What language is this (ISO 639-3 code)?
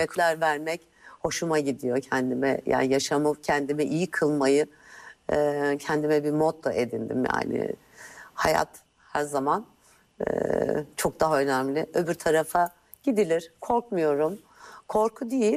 tur